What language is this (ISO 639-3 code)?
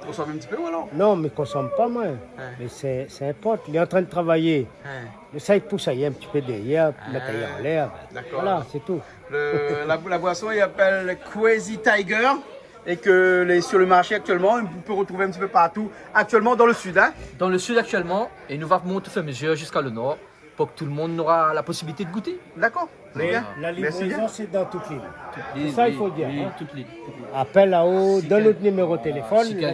rcf